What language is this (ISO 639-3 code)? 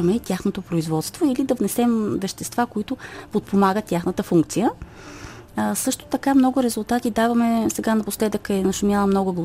bul